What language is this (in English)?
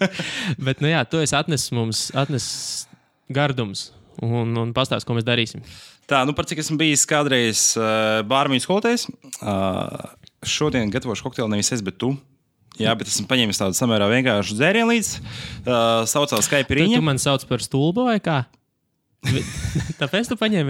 Latvian